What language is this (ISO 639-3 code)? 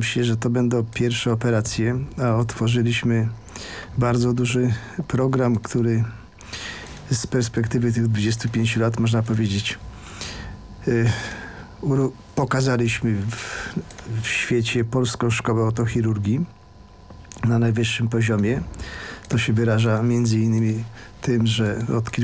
pol